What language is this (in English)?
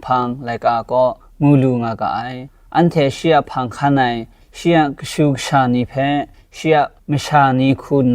Kachin